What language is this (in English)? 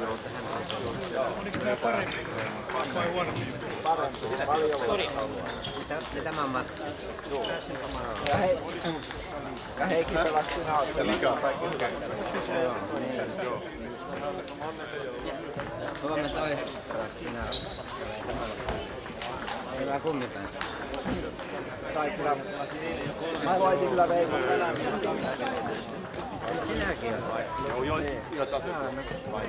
Finnish